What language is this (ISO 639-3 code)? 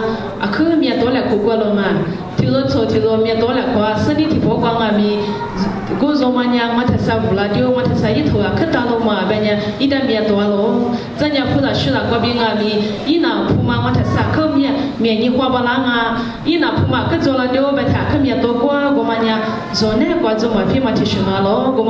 lis